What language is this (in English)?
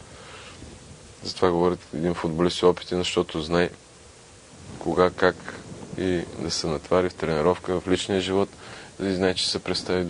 Bulgarian